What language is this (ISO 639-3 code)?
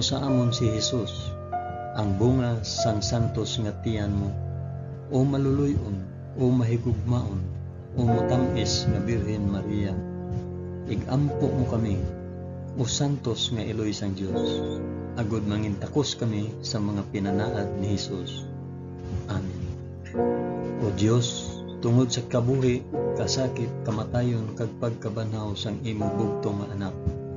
hil